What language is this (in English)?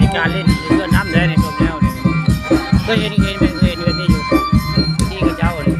Northeastern Thai